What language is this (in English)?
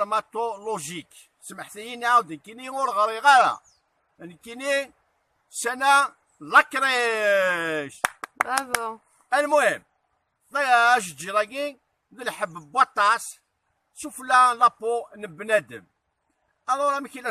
Kabyle